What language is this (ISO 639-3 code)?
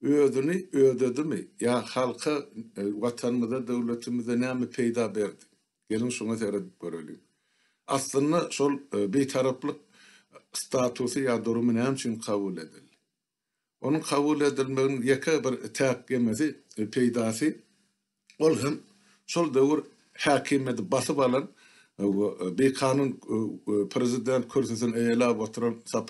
tuk